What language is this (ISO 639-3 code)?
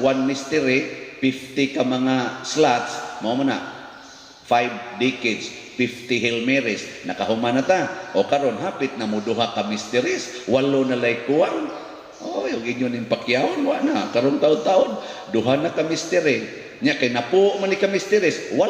ceb